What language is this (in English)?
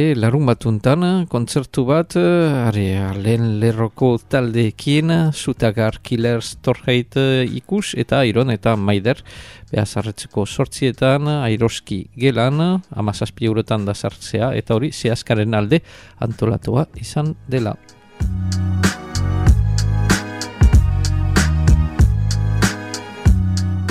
Basque